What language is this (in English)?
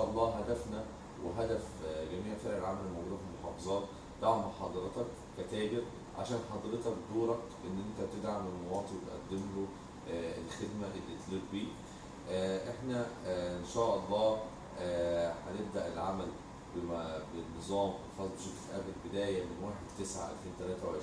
Egyptian Arabic